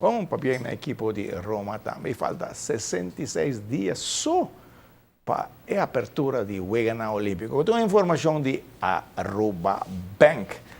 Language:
Papiamento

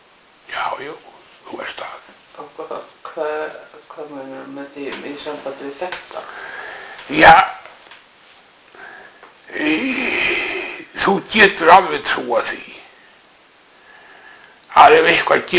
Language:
Icelandic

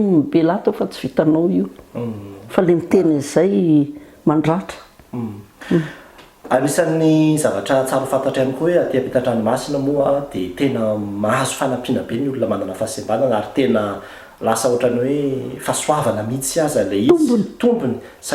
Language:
Malagasy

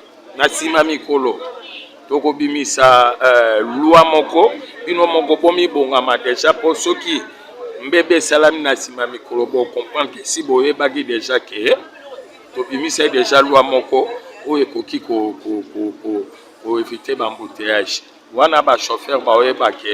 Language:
Lingala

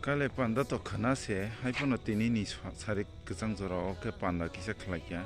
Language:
Kok Borok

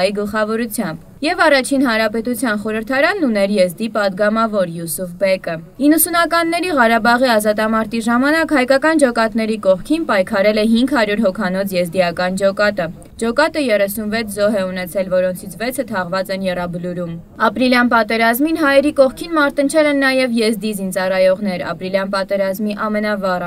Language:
Armenian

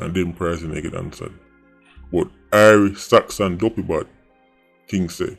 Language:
Jamaican Creole English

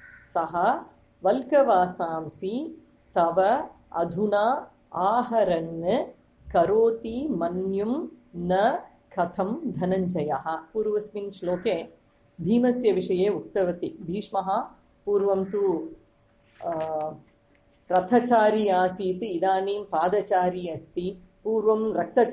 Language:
Sanskrit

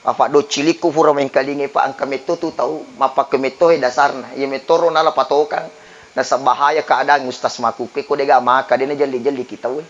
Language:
Buginese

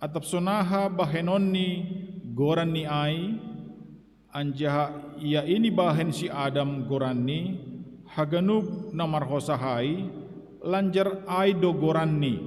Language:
Batak Simalungun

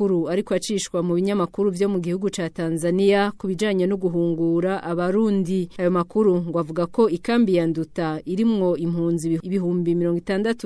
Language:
Rundi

